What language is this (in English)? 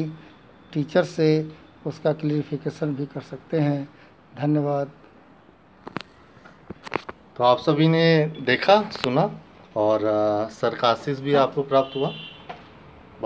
Hindi